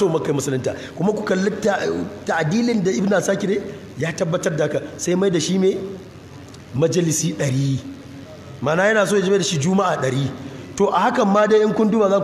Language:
Hausa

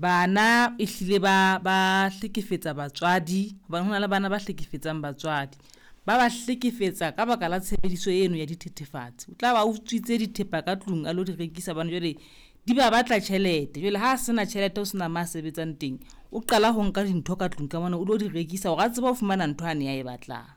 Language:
Southern Sotho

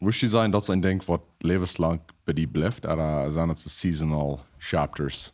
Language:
Plautdietsch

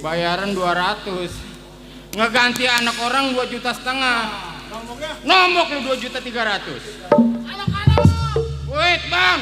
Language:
Betawi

